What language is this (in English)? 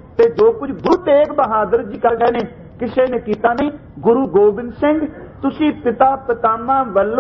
Punjabi